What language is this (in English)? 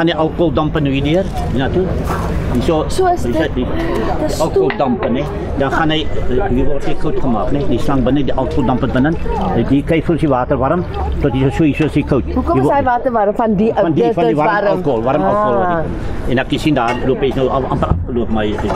Afrikaans